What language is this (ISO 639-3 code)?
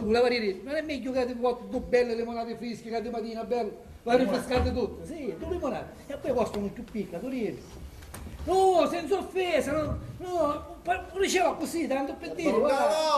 scn